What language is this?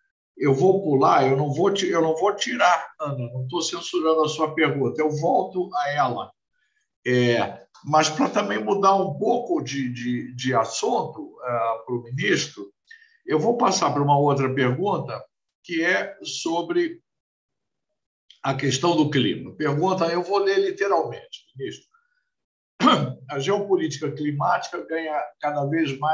Portuguese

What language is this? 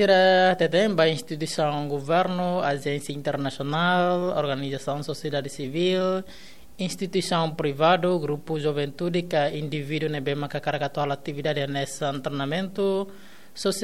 Tetum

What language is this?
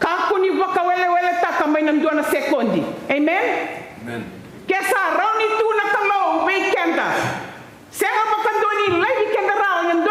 Fijian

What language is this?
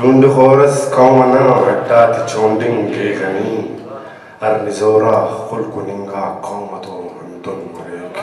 Brahui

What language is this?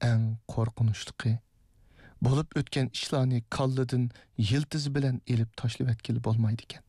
Uyghur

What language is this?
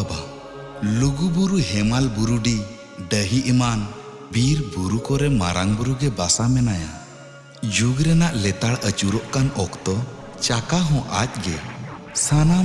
Santali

